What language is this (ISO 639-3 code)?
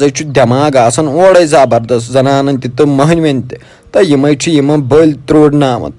kas